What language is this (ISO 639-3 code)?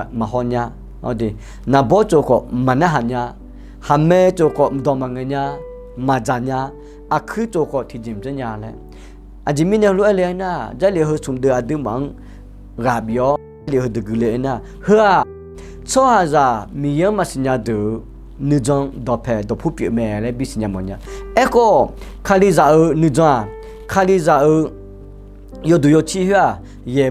ahk